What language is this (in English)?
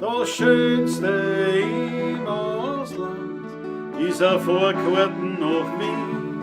Bavarian